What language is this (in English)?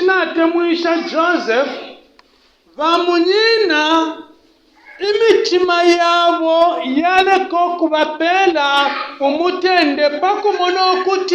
Bemba